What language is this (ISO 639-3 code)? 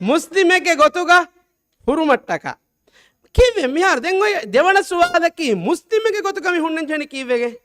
div